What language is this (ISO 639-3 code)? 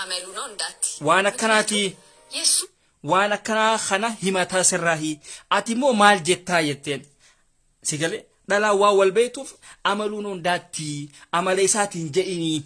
orm